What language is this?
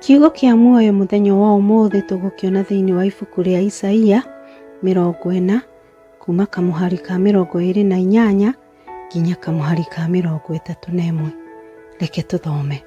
Kikuyu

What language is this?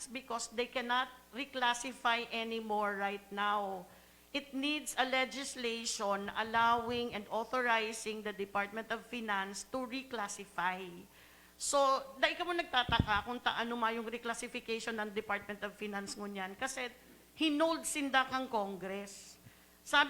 Bikol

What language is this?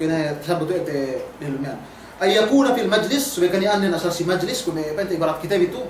Yakan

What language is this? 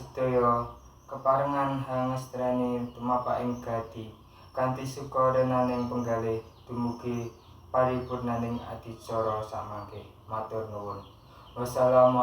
Javanese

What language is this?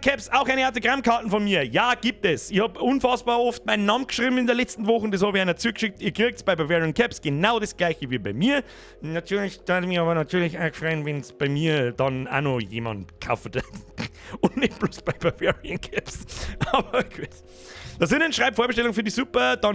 Bavarian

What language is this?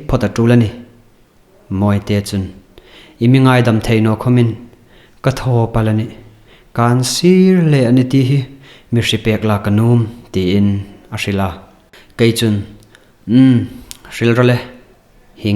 Hmar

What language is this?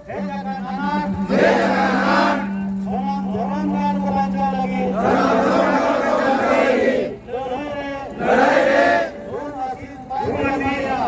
Santali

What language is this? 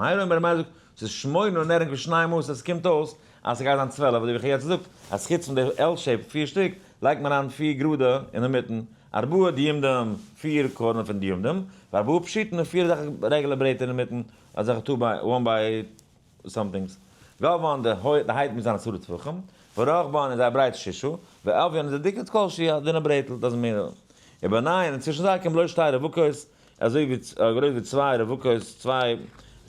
Yiddish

